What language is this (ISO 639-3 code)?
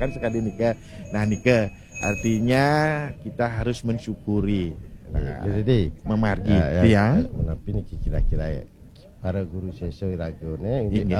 ban